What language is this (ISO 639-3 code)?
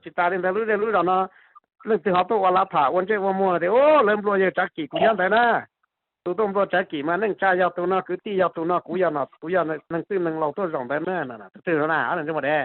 hmn